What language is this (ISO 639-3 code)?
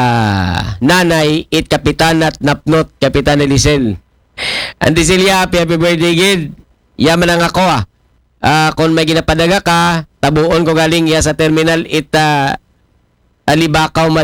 akl